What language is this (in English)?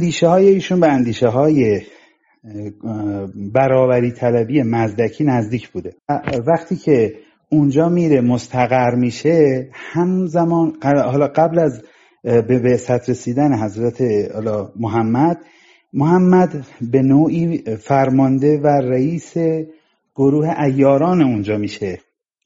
Persian